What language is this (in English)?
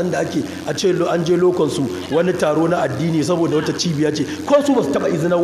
Hausa